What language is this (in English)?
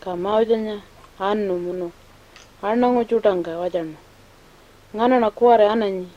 Pitjantjatjara